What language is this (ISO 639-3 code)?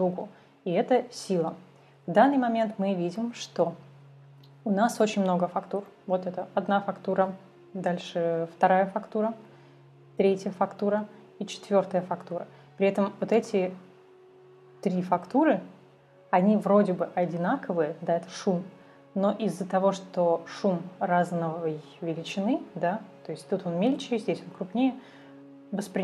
rus